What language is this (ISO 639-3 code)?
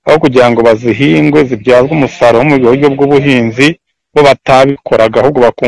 kin